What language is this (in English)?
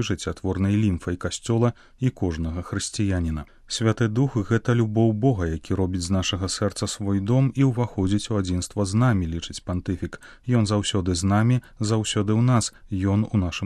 Belarusian